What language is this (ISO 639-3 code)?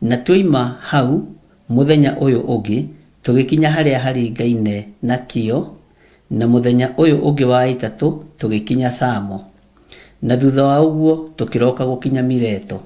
kik